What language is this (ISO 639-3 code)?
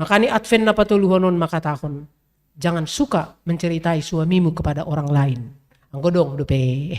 bts